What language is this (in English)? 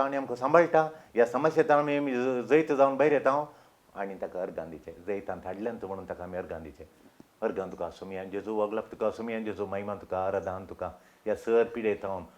Konkani